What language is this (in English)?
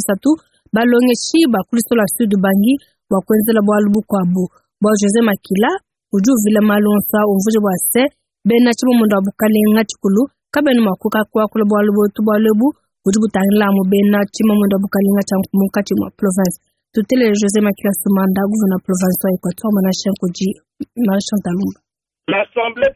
Luba-Lulua